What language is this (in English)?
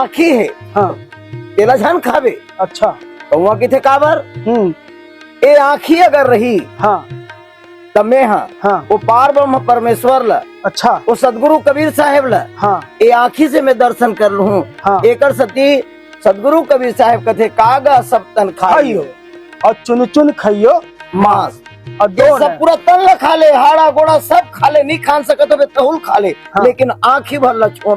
Chhattisgarhi